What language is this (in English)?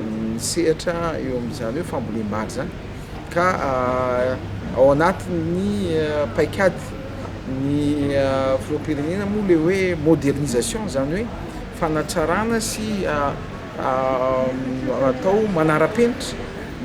Malagasy